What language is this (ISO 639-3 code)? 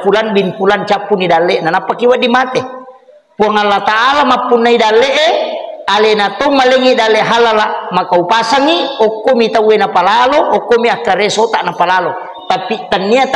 bug